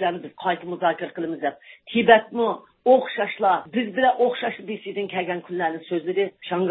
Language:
Uyghur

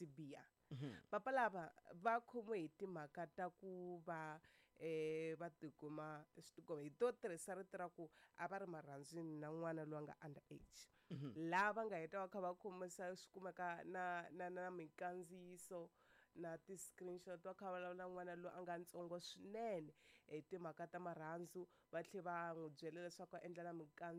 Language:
Tsonga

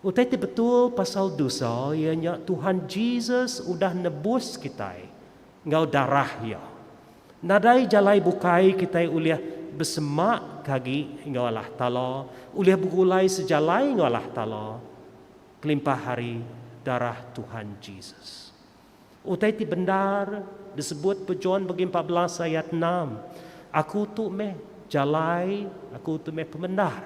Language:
Iban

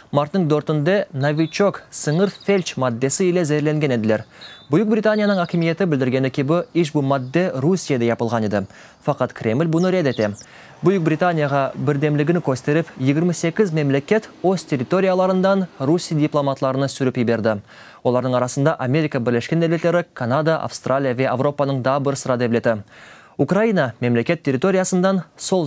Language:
Crimean Tatar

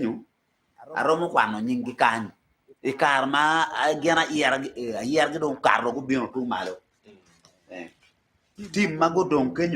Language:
Acoli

